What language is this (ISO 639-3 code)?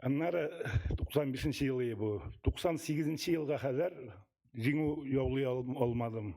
tat